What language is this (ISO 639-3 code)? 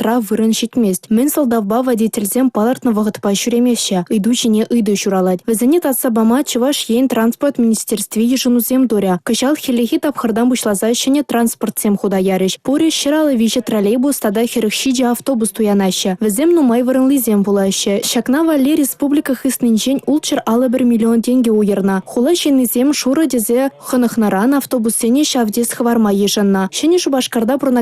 chv